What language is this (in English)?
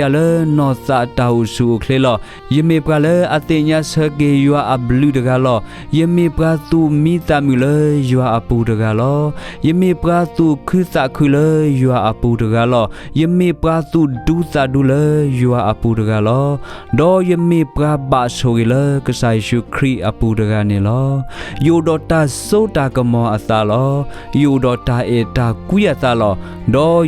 S'gaw Karen